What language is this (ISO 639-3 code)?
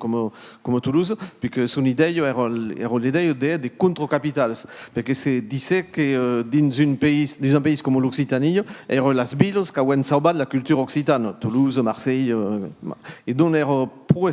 oci